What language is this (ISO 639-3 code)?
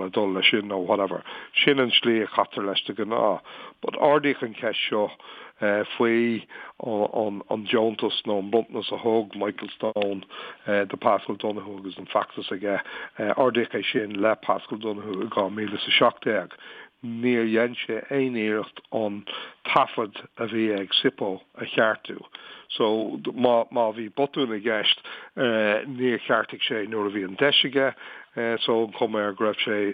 gle